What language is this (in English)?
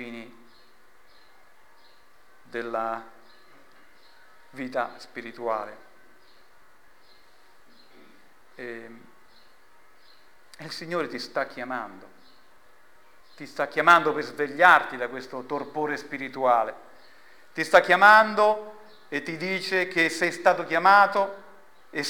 Italian